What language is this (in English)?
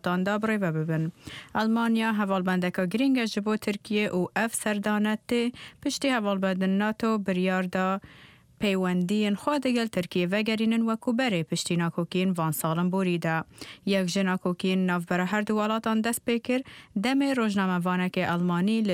Central Kurdish